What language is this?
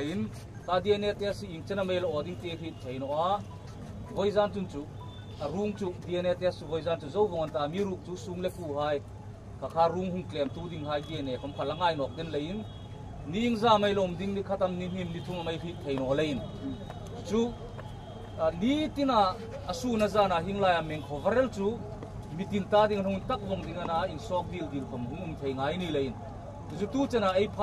Hmar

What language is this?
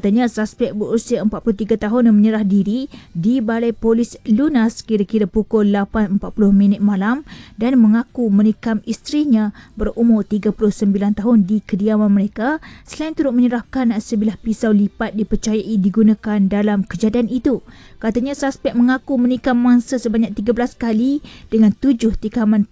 Malay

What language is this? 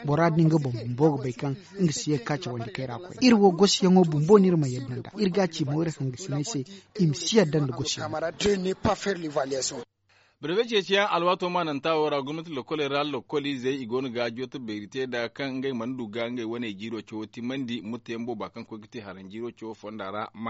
Zarma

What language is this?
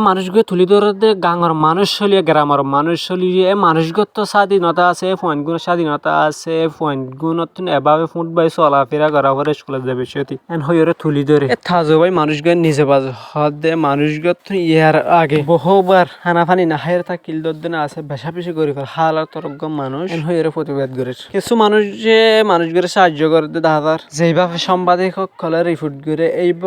Rohingya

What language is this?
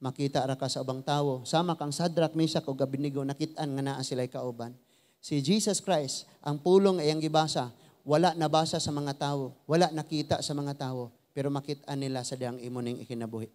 Cebuano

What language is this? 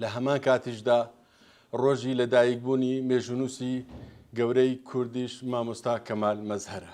Central Kurdish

